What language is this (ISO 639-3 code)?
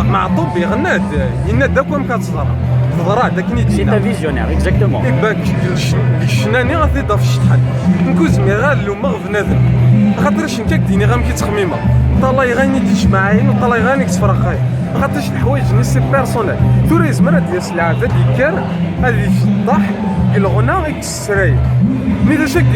kab